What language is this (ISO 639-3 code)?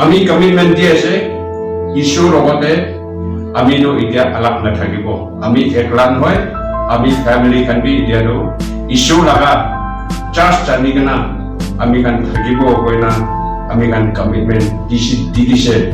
nag